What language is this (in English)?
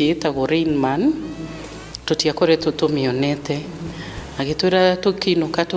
Kikuyu